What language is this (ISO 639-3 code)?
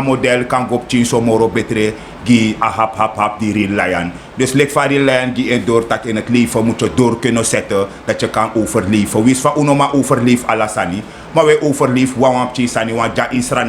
srn